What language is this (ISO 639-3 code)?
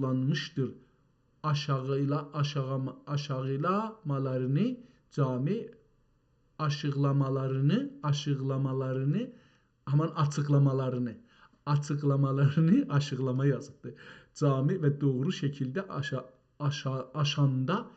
azb